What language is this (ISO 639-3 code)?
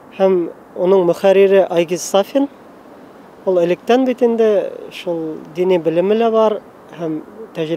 bak